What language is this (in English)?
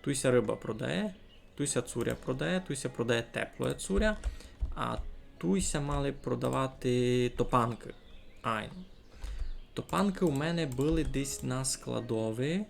Rusyn